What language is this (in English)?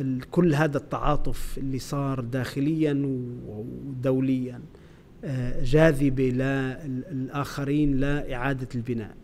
North Levantine Arabic